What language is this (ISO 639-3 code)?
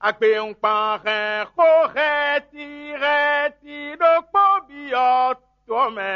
fon